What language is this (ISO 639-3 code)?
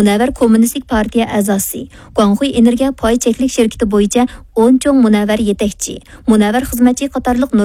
uig